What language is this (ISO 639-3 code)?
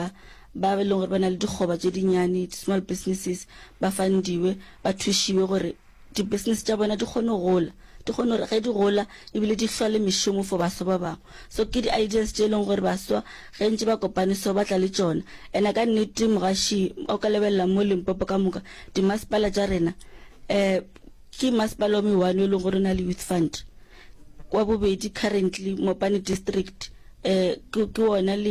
nso